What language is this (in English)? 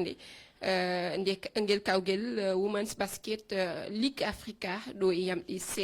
Fula